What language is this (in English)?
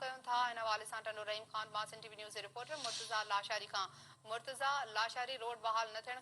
Sindhi